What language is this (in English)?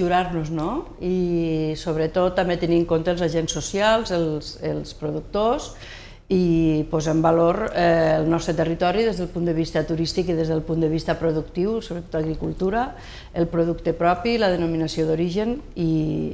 Catalan